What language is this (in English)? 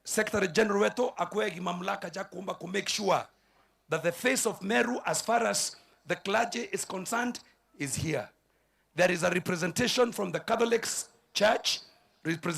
Meru